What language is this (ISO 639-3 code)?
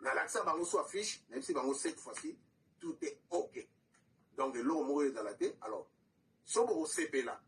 lin